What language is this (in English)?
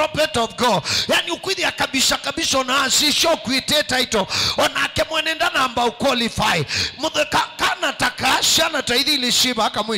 Kamba